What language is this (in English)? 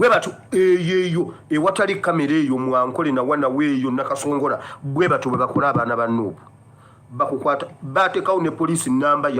Ganda